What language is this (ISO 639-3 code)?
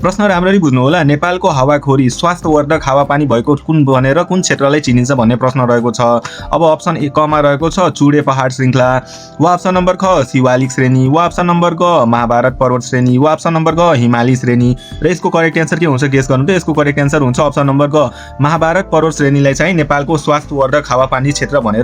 nep